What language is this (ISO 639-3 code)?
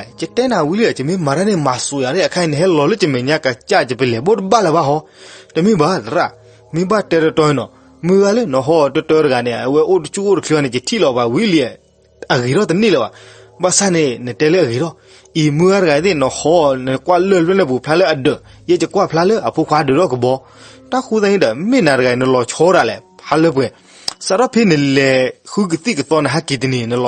ksw